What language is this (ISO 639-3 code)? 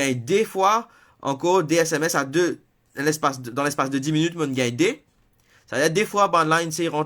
mfe